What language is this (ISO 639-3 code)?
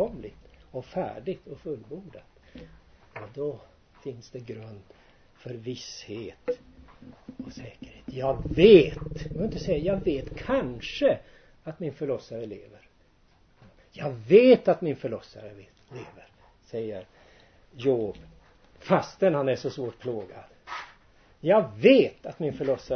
swe